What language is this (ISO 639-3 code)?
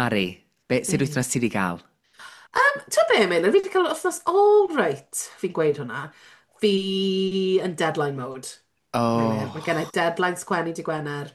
cym